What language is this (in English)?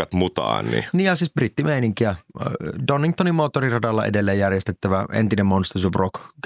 Finnish